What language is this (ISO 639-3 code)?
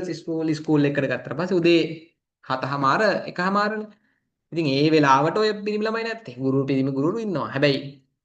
sin